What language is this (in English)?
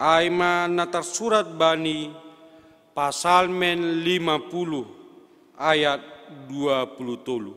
Batak Simalungun